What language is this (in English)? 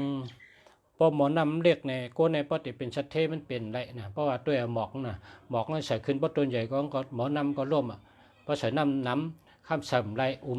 Shan